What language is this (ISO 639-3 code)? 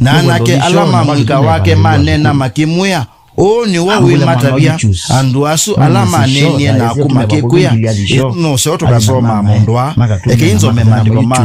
kam